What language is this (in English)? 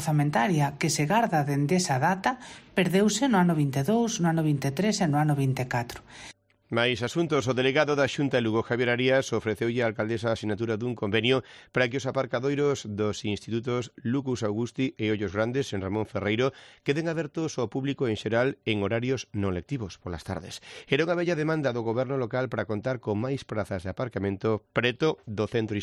Galician